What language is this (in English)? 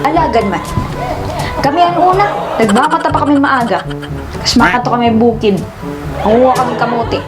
Waray